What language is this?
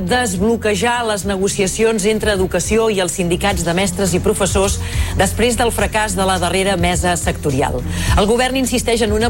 Catalan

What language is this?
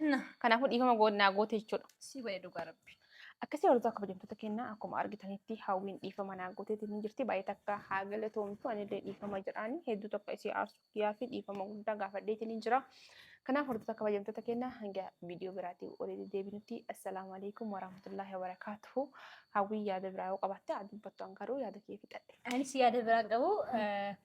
Oromo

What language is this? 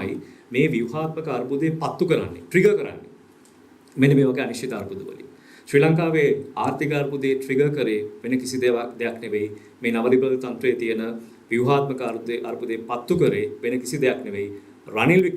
Sinhala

